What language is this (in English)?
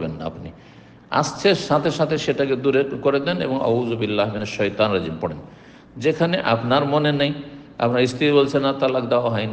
Bangla